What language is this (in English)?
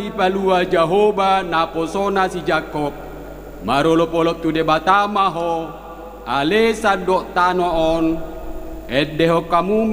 Batak Toba